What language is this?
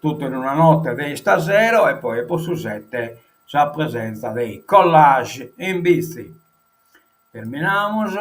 Sardinian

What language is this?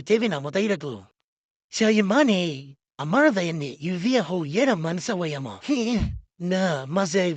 S'gaw Karen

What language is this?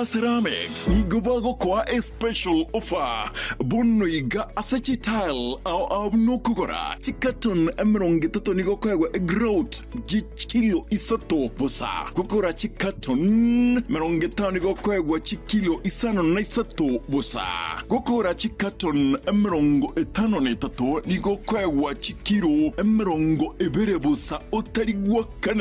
Gusii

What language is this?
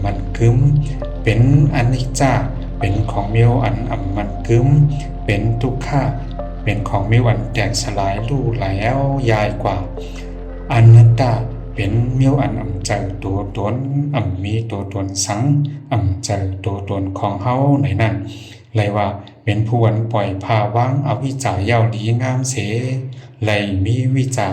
Shan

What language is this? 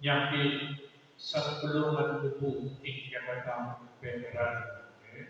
Pampanga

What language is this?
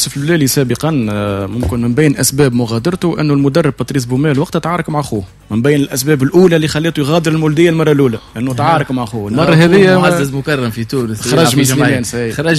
Tunisian Arabic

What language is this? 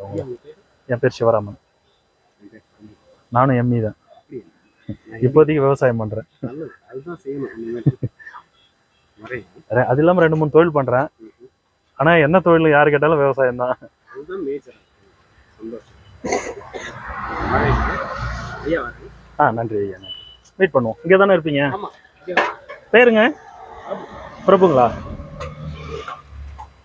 Tamil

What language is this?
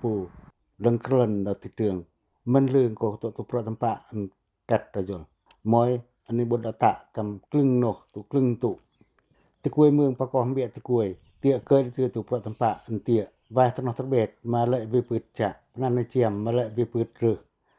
Pacoh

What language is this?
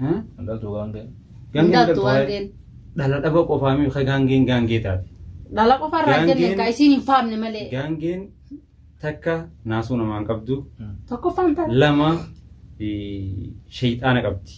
Oromo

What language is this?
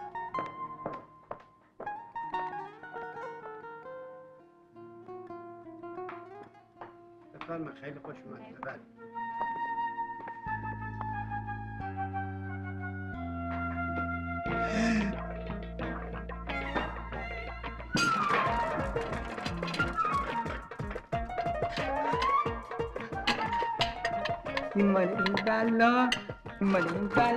Persian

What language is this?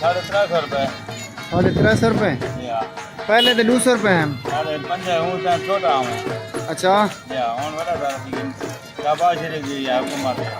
Saraiki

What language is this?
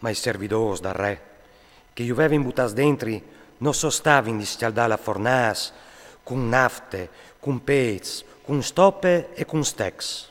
Friulian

